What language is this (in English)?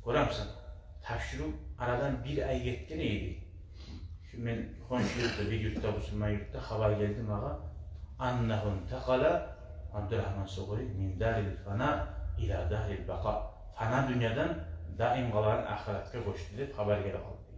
Kumyk